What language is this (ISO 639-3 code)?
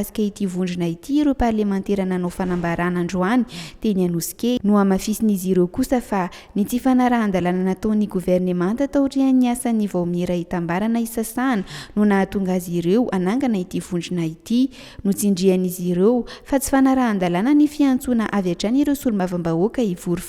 mlg